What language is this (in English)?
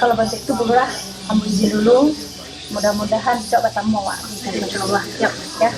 Minangkabau